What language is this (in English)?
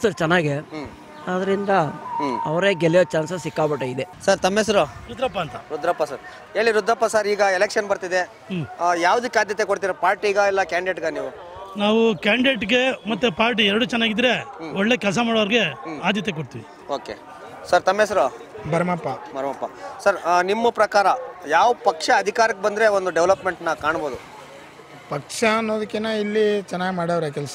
Kannada